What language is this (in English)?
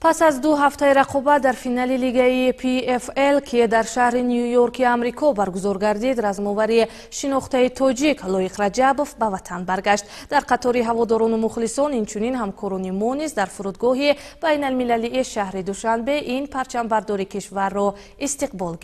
Tajik